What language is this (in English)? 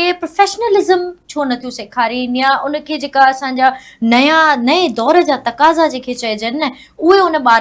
Sindhi